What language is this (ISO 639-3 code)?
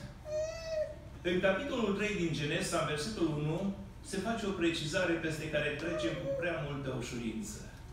ron